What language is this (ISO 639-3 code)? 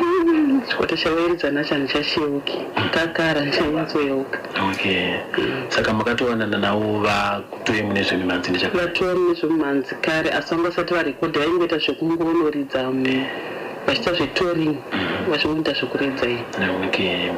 sna